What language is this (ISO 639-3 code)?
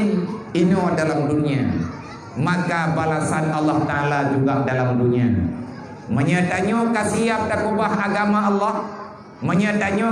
ace